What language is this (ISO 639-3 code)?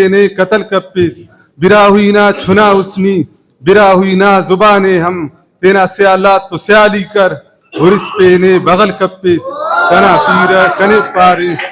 brh